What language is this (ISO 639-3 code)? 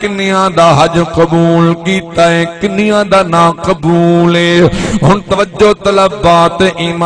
skr